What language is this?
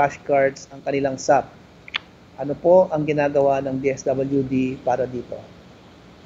Filipino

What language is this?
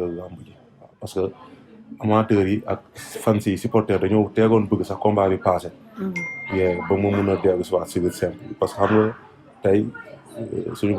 Wolof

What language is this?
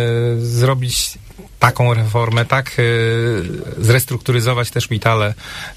Polish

